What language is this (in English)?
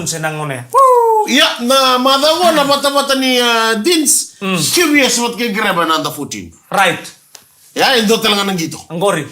Fijian